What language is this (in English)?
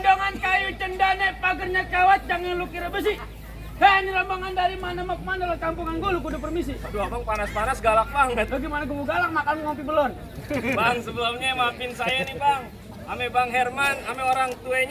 Betawi